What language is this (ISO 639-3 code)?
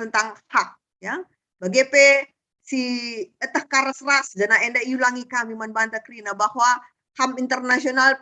btx